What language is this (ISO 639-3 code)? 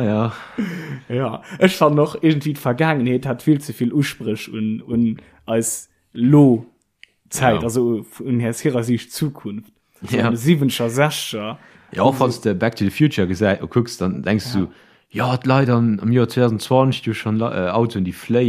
ltz